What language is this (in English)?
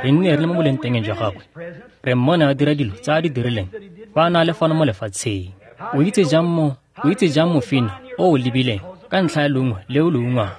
Tswana